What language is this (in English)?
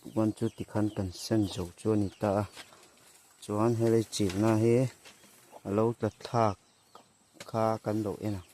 Mizo